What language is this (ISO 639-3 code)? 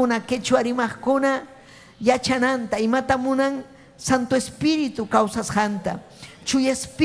quy